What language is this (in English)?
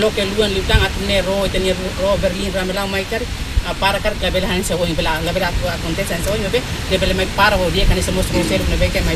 Tetum